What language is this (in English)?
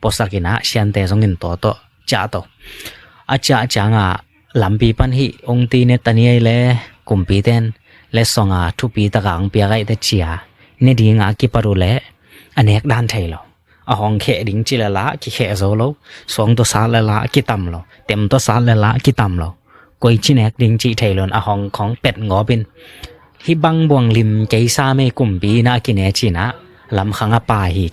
Tedim Chin